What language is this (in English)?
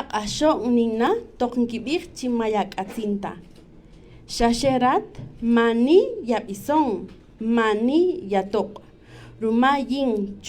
Kaqchikel